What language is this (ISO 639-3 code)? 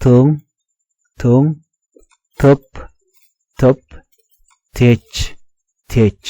nus